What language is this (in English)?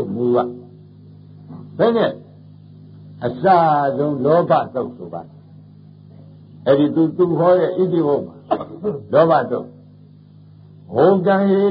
Burmese